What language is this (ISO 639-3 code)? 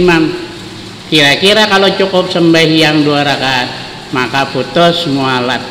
bjn